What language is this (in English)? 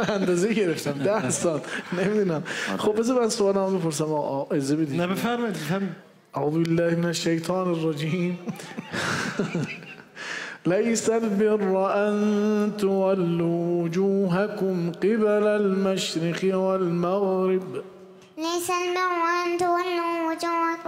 Persian